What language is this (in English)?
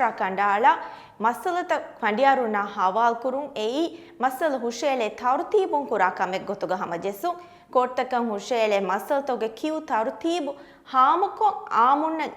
Divehi